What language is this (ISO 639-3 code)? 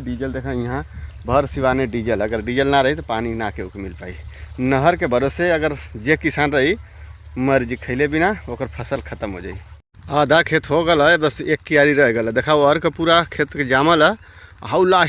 bho